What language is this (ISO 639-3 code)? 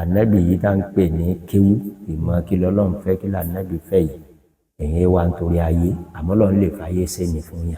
yor